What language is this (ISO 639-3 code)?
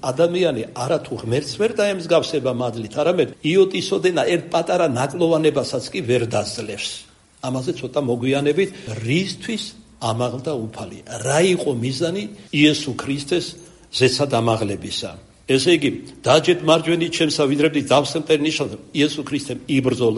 kat